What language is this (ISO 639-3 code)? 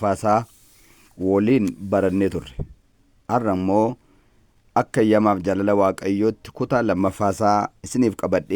orm